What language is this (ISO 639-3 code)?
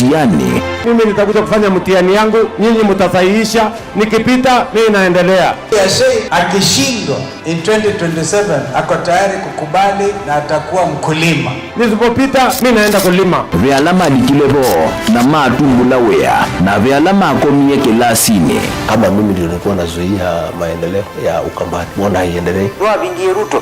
kam